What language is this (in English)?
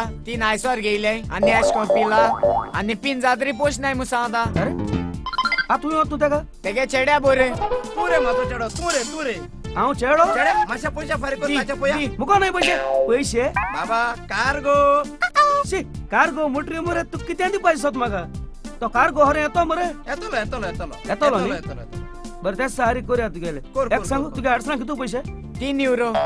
Konkani